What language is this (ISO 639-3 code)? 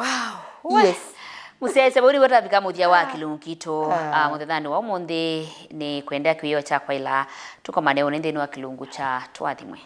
kam